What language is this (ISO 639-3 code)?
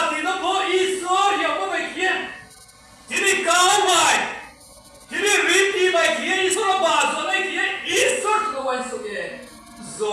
ria